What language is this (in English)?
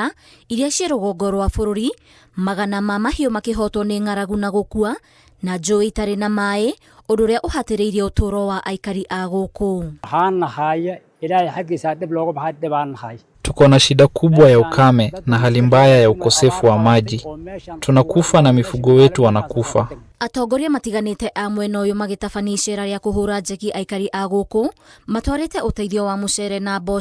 Kikuyu